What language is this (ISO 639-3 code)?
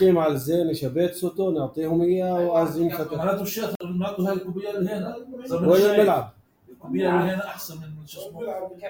apc